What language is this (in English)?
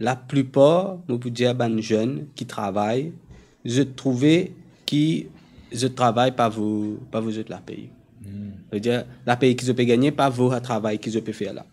Morisyen